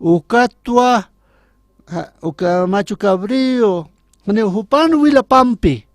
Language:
Aymara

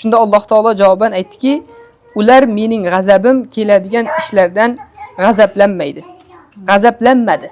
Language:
Uzbek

